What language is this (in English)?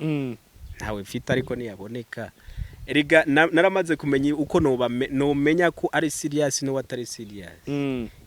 Rundi